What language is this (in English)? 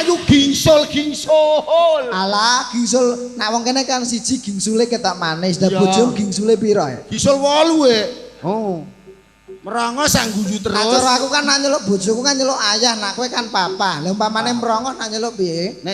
Javanese